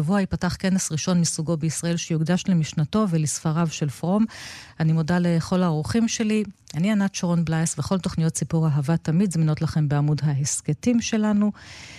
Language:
Hebrew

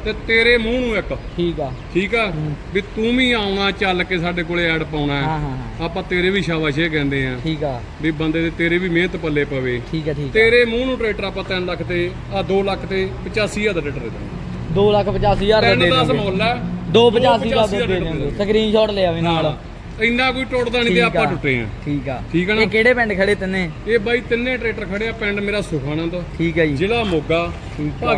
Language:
Punjabi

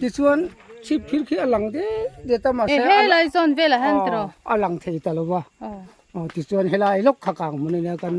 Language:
Mizo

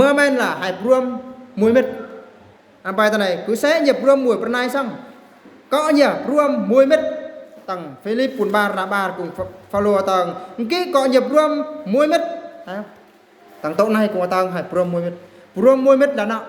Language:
Eastern Bru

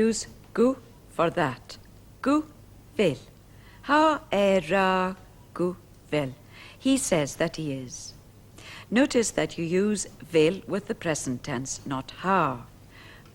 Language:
Scottish Gaelic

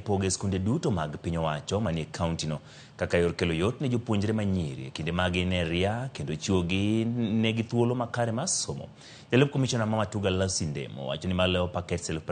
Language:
Luo (Kenya and Tanzania)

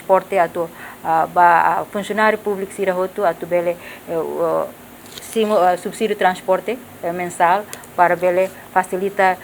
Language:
Tetum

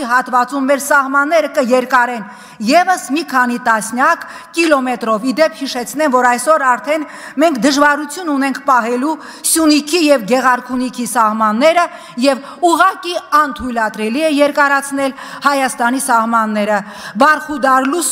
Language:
Armenian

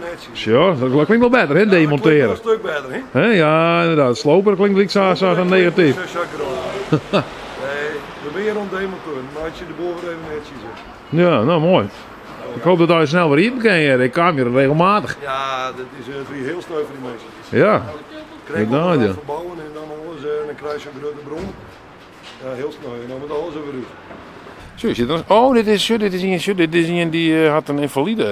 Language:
Western Frisian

